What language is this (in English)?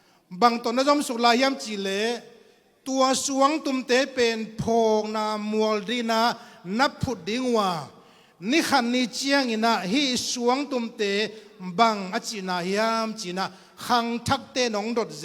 Tedim Chin